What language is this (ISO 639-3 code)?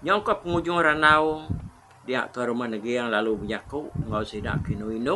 iba